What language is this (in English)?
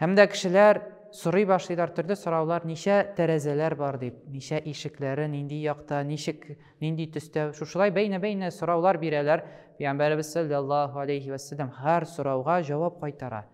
Tatar